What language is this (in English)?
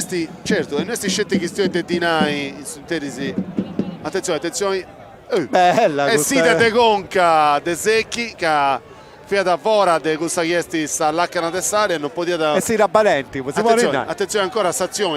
Sardinian